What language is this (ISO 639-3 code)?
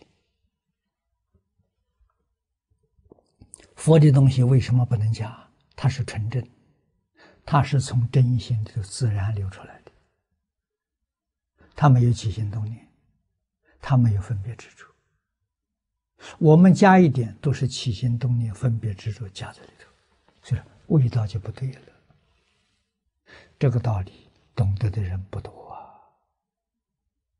zho